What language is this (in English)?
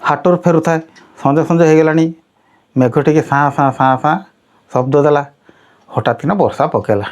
Odia